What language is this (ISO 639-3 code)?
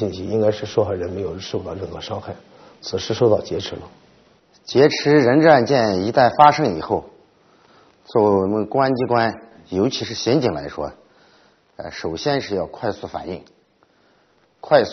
zho